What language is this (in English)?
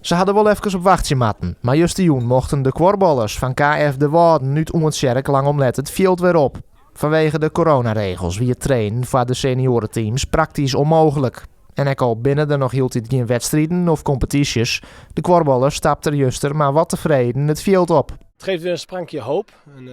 Western Frisian